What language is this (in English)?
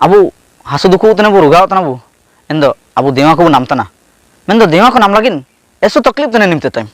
Ho